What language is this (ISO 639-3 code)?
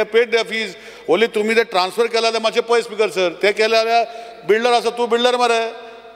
kok